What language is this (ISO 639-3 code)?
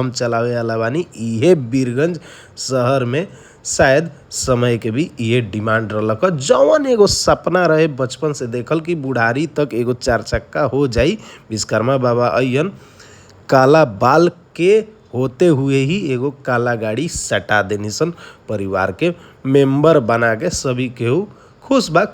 bho